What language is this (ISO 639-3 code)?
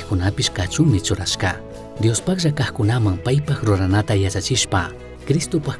qug